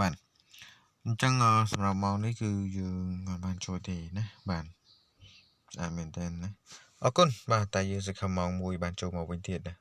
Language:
Khmer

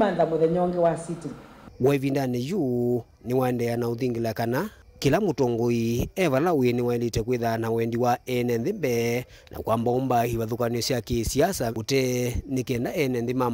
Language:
Kamba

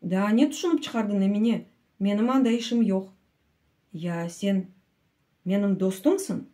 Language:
Crimean Tatar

